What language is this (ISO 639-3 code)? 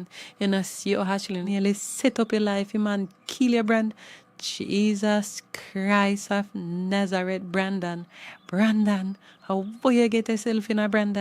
jam